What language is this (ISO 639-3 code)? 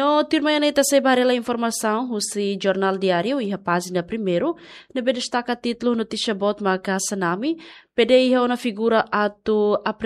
tet